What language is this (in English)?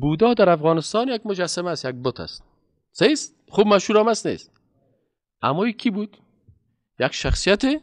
Persian